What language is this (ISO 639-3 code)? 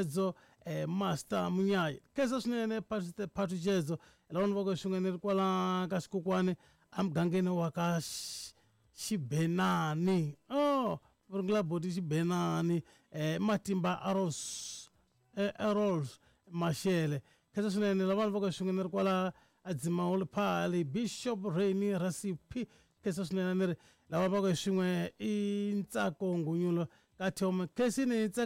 tso